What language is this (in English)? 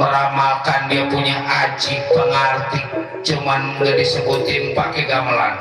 Betawi